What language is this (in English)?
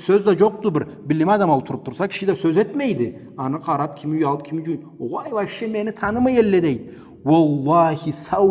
Karachay-Balkar